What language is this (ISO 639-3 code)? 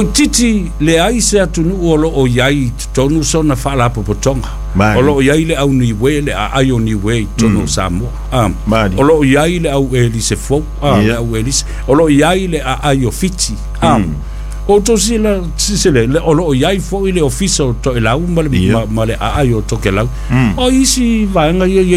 smo